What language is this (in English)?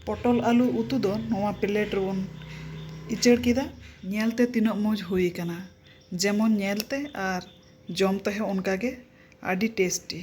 Santali